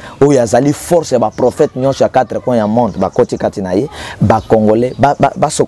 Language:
Lingala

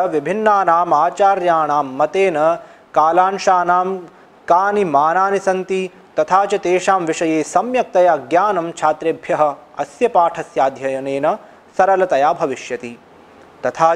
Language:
Sanskrit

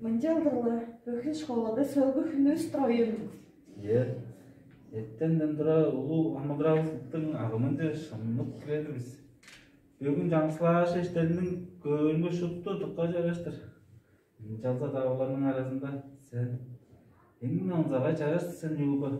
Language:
Tuvinian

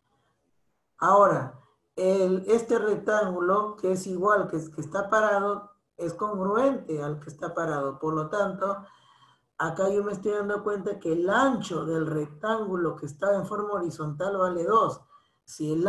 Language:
Spanish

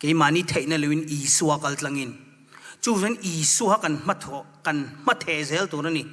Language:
Mizo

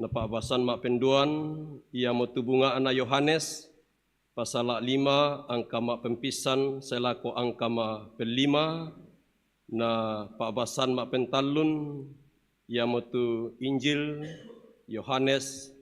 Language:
Toraja-Sa'dan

